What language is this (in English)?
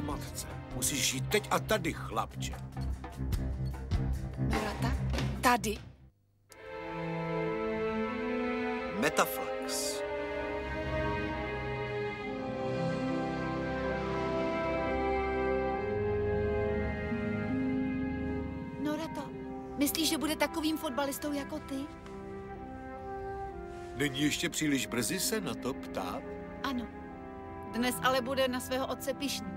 Czech